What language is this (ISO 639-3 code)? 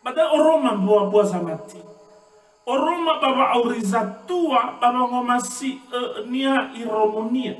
nia